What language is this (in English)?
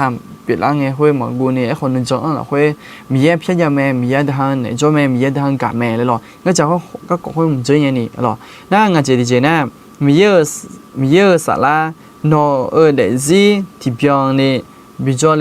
Akha